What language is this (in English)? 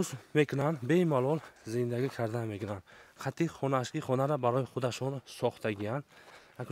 Tajik